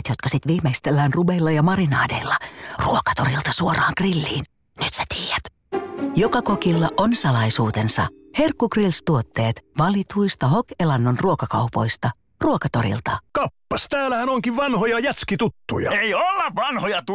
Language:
Finnish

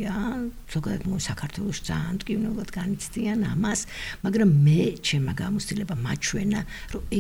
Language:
Georgian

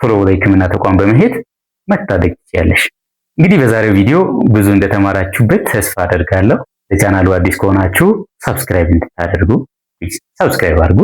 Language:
Amharic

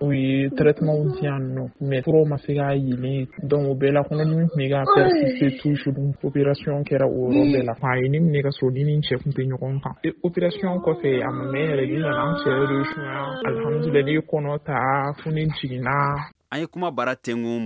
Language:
Bambara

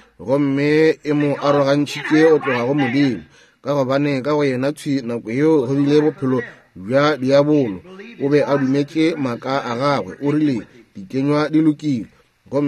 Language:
Northern Sotho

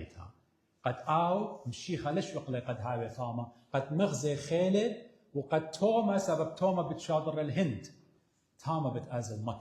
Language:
Assyrian Neo-Aramaic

